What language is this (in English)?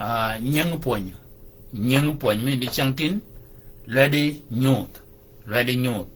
Shilluk